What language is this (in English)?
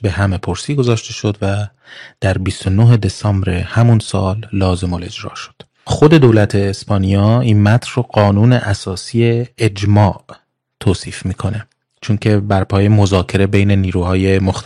Persian